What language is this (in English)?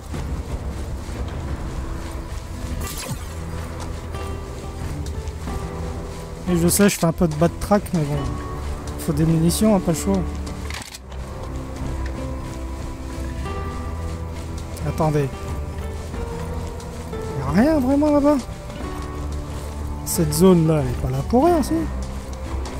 French